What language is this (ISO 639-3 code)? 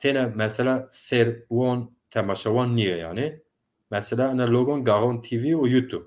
zza